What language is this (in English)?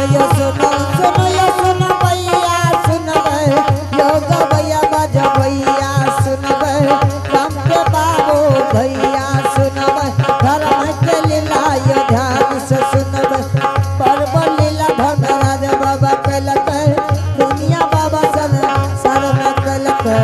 Angika